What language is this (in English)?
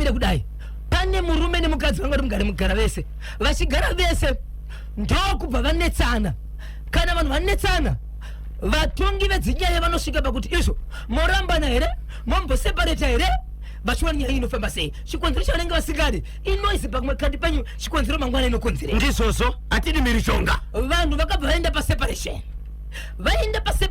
Shona